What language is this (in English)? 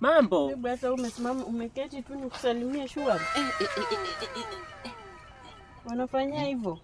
Swahili